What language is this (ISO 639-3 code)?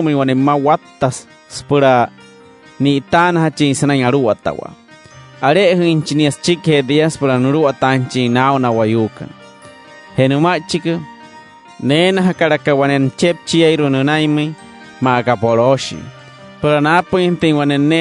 guc